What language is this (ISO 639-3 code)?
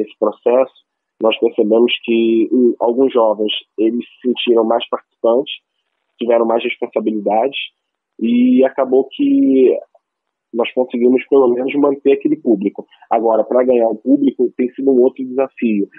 por